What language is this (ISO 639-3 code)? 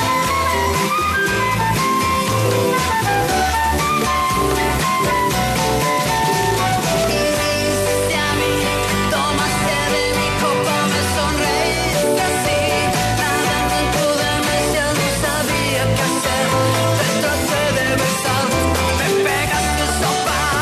spa